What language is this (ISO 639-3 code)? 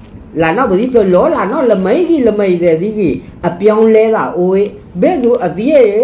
ksw